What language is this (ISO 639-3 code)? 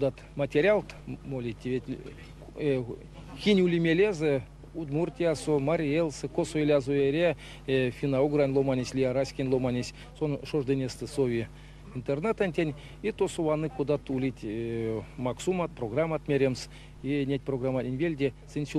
myv